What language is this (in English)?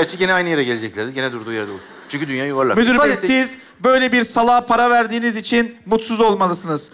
Turkish